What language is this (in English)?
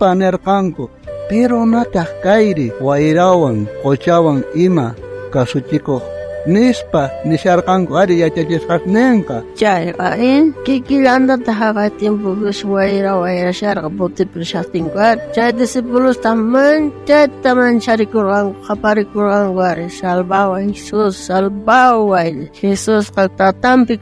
South Bolivian Quechua